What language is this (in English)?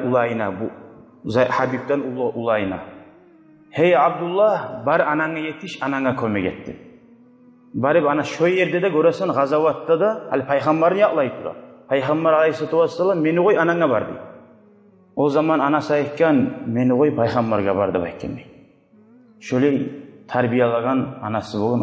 Kumyk